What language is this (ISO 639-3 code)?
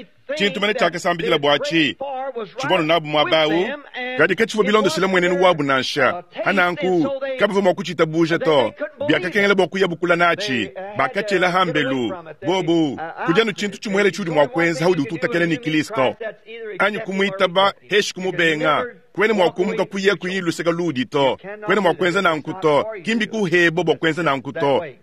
lua